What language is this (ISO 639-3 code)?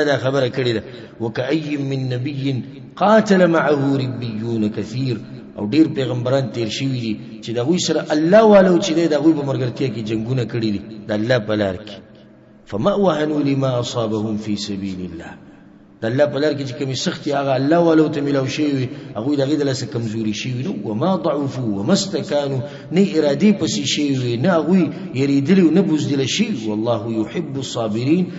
pus